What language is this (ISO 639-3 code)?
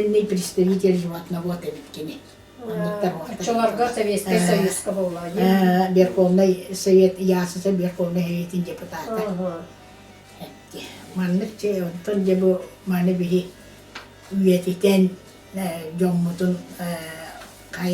sah